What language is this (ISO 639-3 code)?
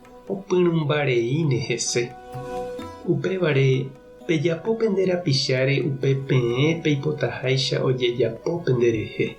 grn